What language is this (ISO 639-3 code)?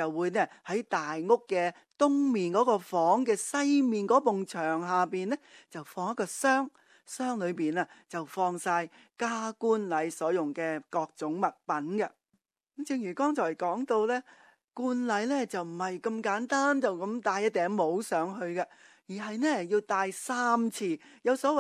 yue